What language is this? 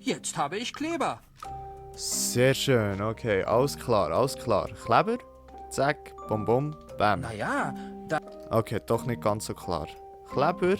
Swiss German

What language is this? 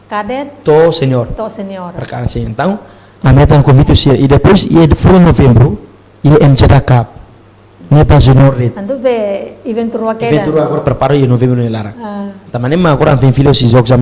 Tetum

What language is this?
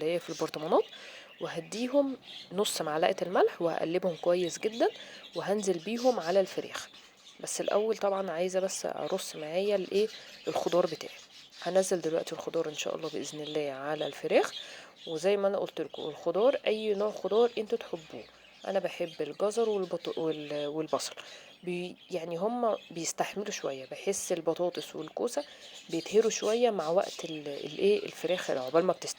Egyptian Arabic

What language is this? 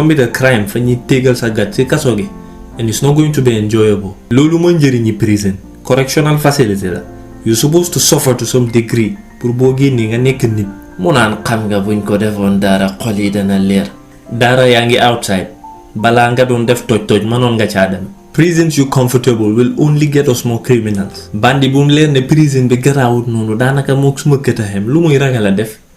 Wolof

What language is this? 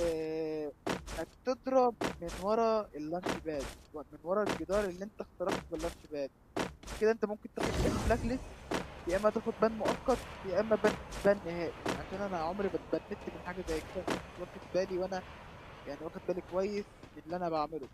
Egyptian Arabic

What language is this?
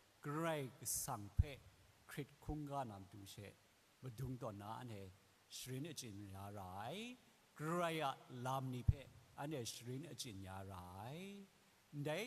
Kachin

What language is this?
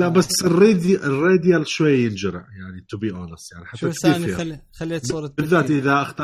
Mesopotamian Arabic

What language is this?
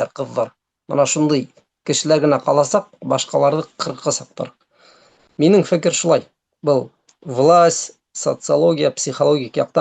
Bashkir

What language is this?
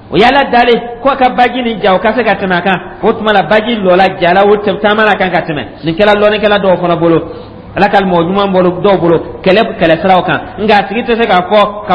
Dyula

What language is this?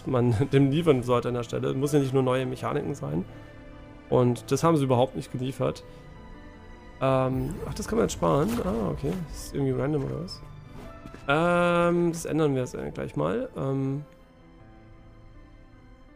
German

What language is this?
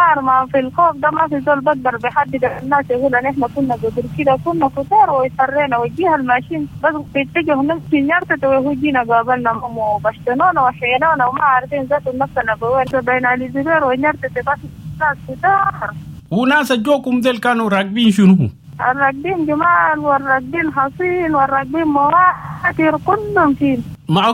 Sudanese Arabic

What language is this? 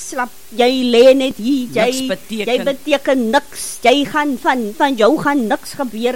Afrikaans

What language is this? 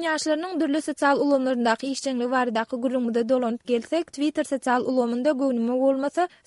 Turkmen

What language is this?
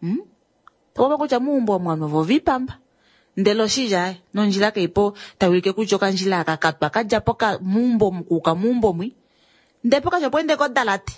Kuanyama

